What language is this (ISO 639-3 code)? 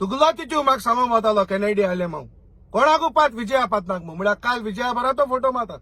kok